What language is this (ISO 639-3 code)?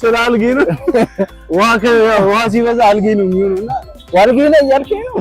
amh